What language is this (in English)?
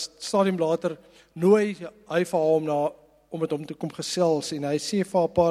Afrikaans